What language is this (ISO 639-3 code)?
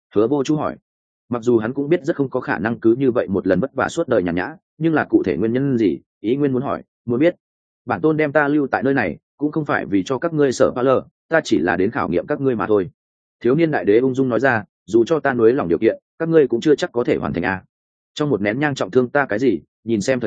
vie